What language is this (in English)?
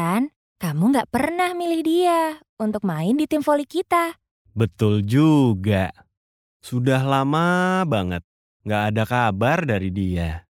Indonesian